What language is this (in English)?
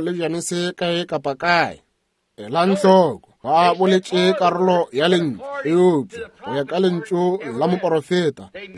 Northern Sotho